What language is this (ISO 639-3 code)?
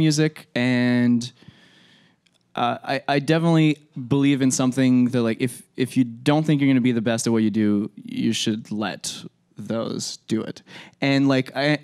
eng